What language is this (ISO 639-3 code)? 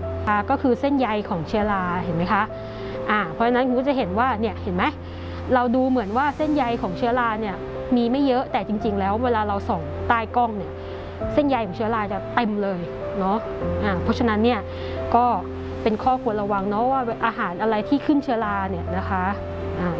tha